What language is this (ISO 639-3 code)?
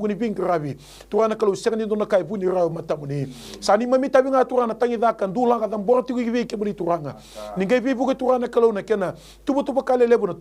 fij